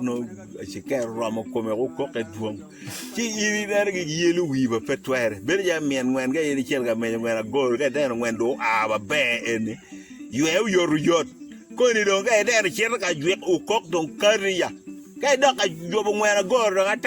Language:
Acoli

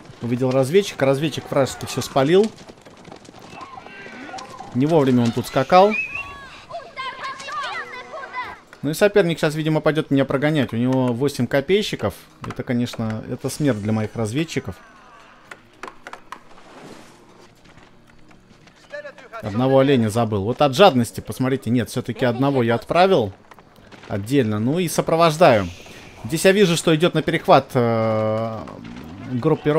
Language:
Russian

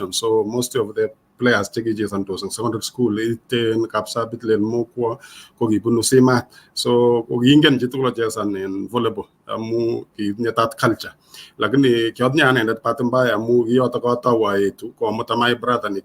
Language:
Kalenjin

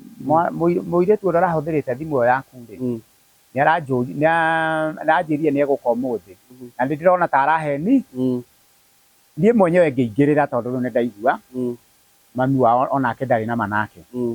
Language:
Kikuyu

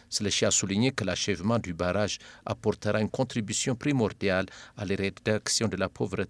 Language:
French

